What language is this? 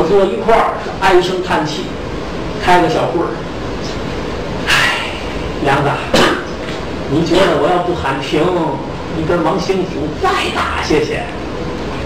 Chinese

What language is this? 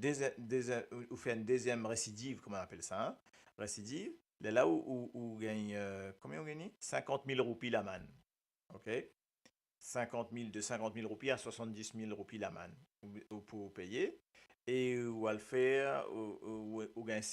Morisyen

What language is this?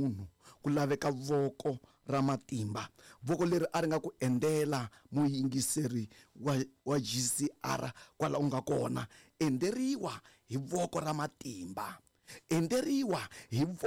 Tsonga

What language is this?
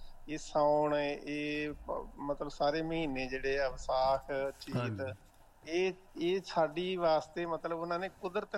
Punjabi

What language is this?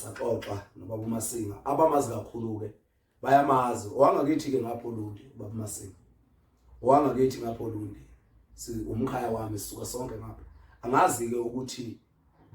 Zulu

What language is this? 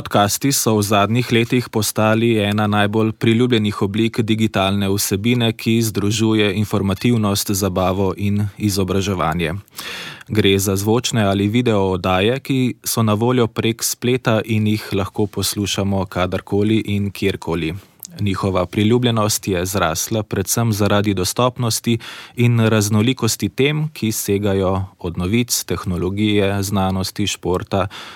Slovenian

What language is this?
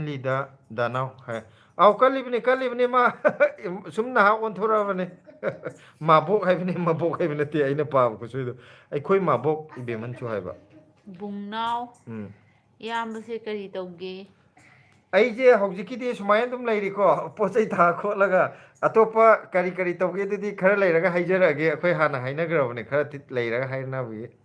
Manipuri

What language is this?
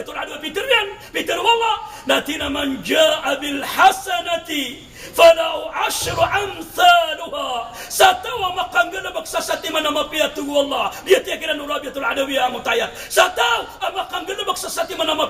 Maranao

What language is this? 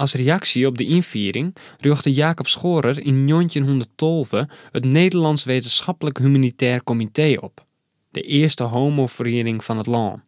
Western Frisian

